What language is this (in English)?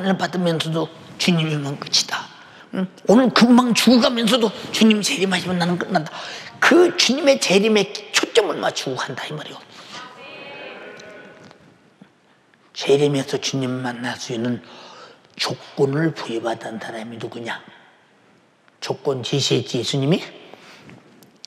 Korean